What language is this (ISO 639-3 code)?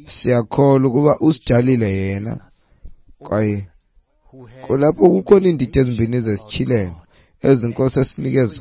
xho